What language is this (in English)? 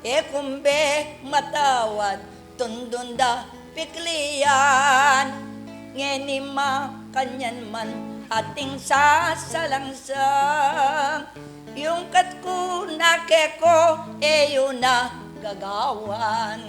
Pampanga